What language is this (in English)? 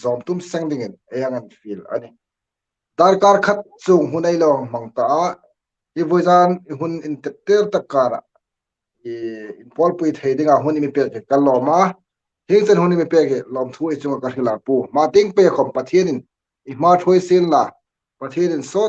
Hmar